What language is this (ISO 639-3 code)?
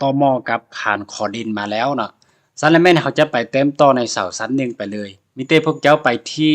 lao